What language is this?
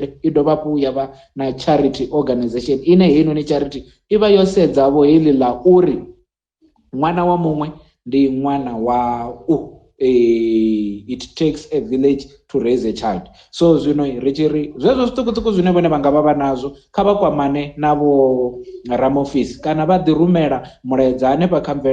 Venda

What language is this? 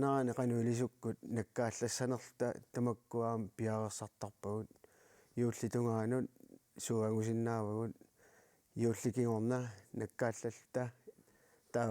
Kalaallisut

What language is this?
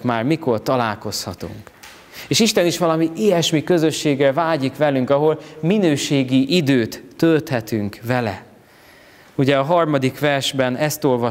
Hungarian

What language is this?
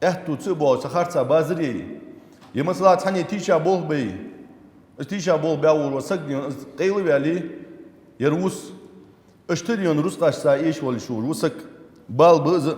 Ingush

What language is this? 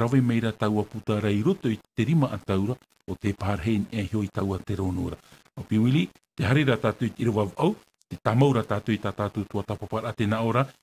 Tahitian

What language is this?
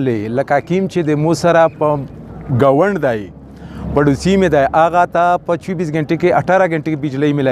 Pashto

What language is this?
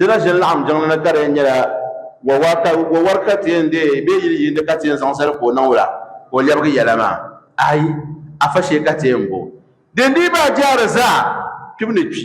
Dagbani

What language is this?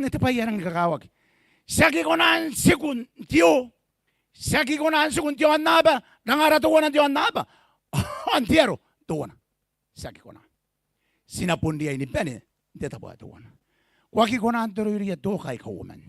Gilbertese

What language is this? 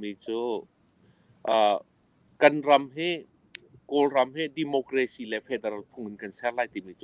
Hakha Chin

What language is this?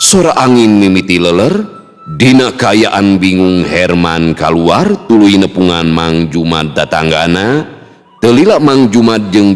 Sundanese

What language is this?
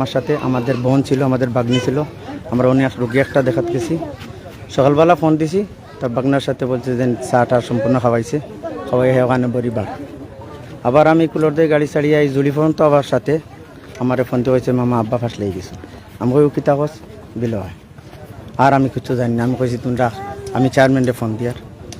Sylheti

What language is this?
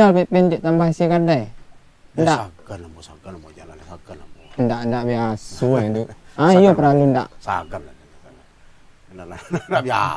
Minangkabau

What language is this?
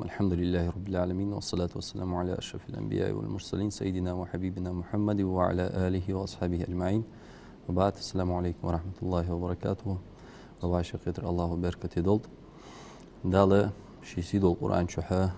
Ingush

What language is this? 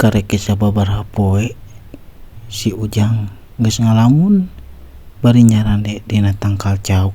Sundanese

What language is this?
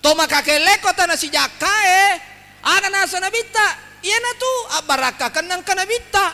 Buginese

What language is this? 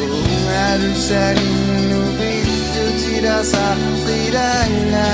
Kalaallisut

